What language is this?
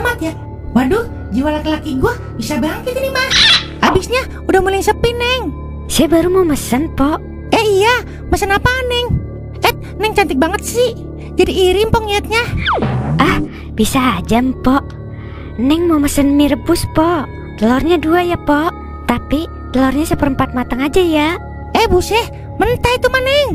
Betawi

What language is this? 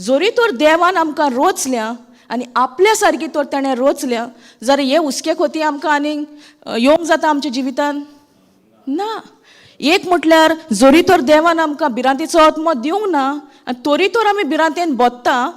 Konkani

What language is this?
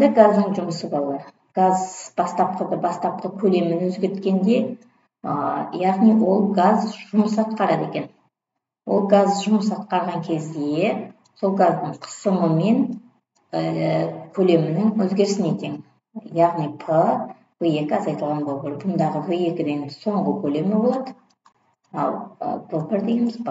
Kazakh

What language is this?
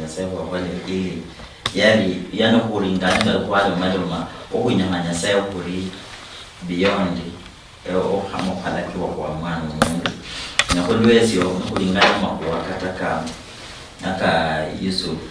Luyia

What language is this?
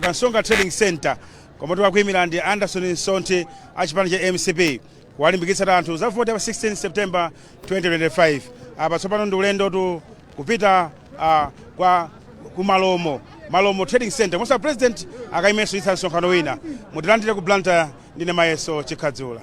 Nyanja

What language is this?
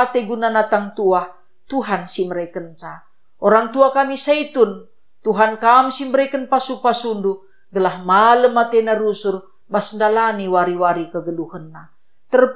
Batak Karo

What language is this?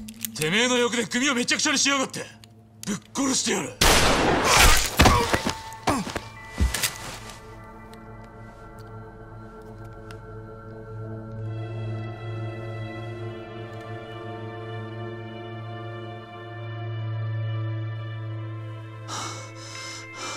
Japanese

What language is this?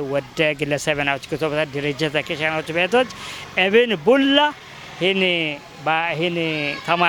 Kafa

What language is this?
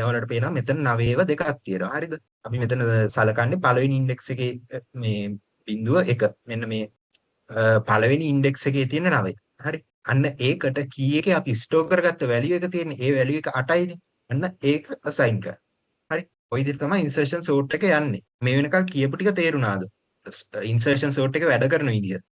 Sinhala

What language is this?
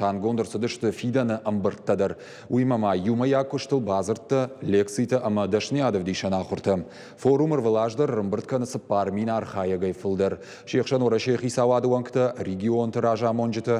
Ossetic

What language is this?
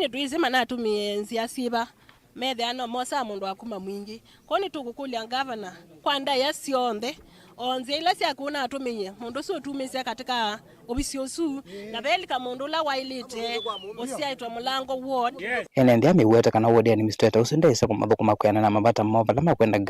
Kamba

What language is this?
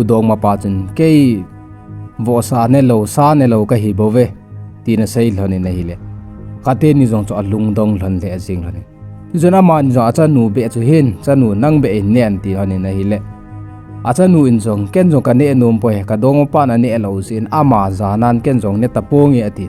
Thado Chin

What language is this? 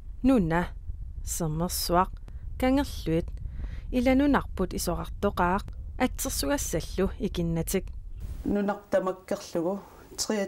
Kalaallisut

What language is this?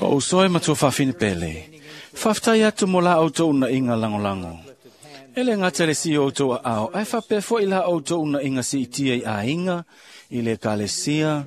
Samoan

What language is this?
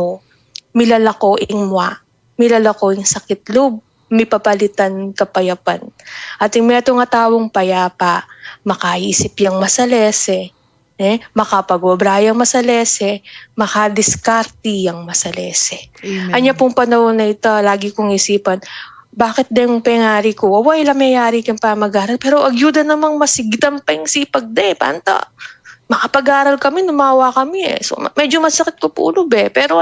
Pampanga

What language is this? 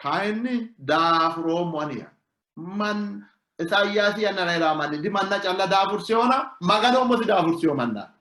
Sidamo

